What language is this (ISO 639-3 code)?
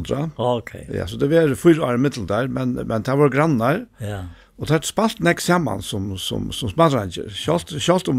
fao